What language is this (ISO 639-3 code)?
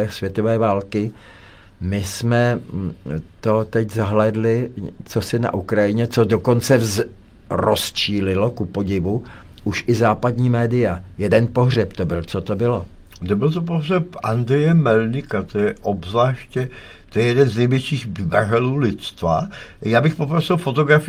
ces